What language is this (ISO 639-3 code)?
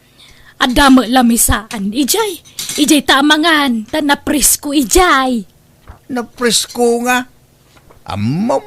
ilo